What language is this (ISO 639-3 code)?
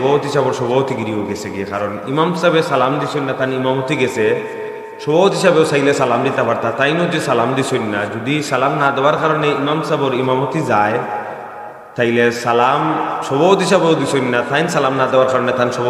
syl